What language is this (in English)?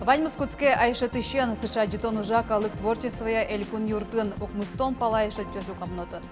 Udmurt